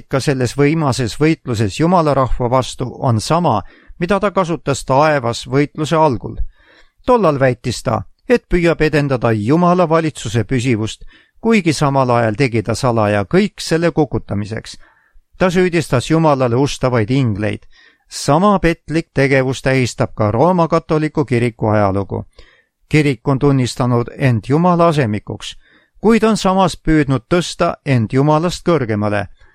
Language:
Estonian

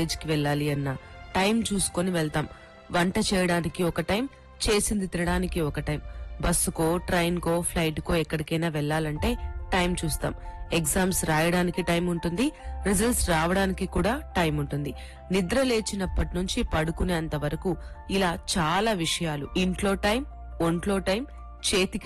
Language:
Telugu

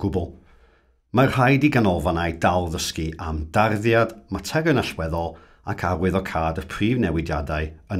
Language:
Welsh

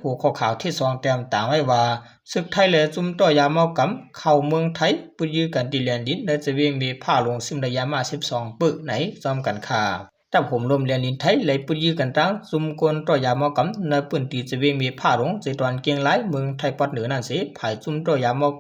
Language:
Shan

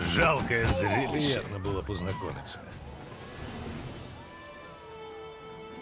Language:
Russian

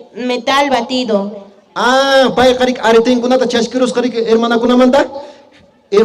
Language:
Quechua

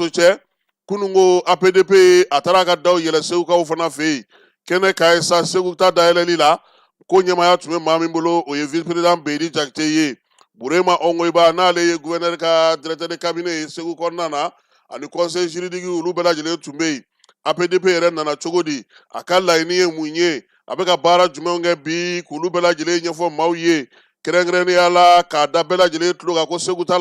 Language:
Bambara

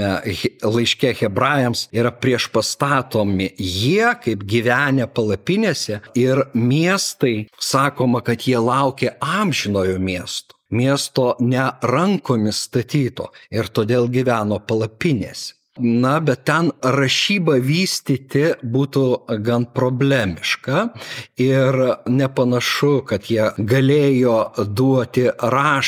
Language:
Lithuanian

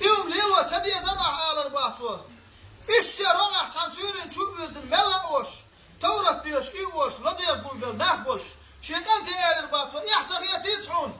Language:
Chechen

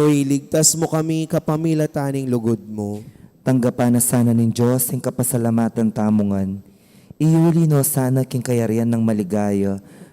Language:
Pampanga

